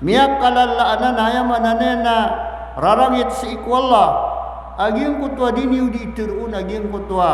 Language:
Maranao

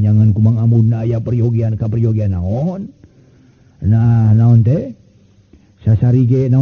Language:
Sundanese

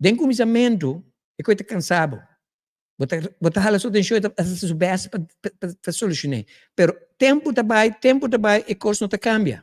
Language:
Papiamento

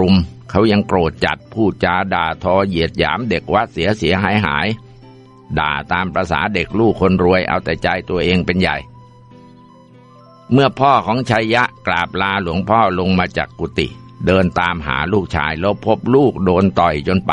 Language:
Thai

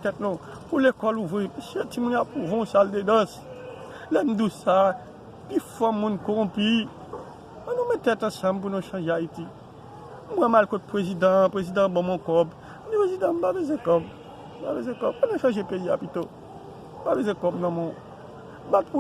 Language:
Haitian Creole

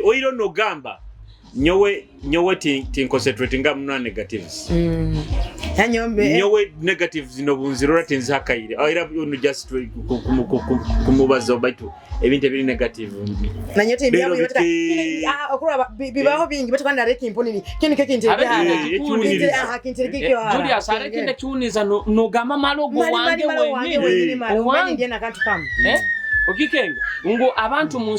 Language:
Nyoro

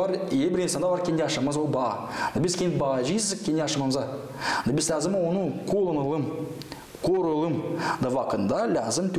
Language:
Gagauz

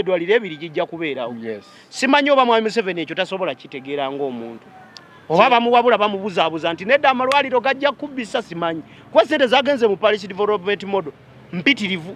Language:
Ganda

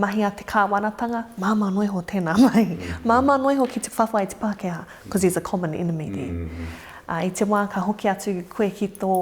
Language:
Māori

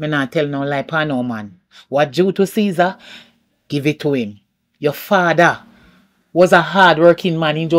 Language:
Jamaican Creole English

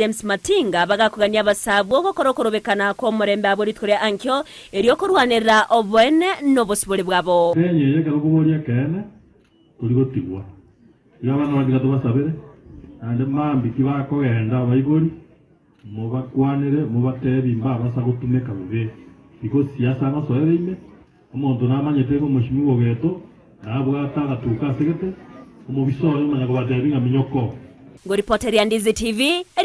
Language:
Gusii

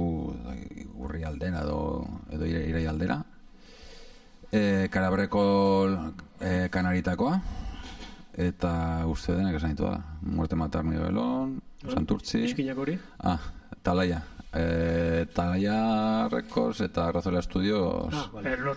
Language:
Basque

